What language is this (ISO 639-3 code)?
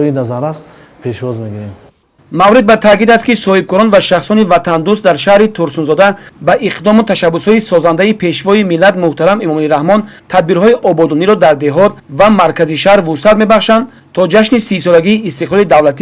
tgk